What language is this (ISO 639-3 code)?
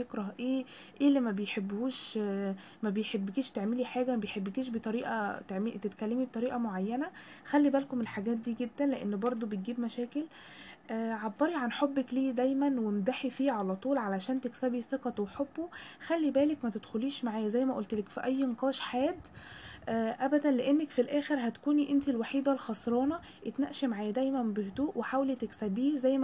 arz